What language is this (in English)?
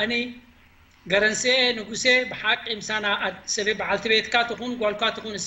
Tigrinya